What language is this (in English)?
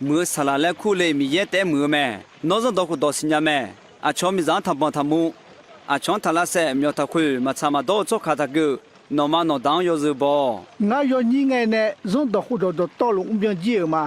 Akha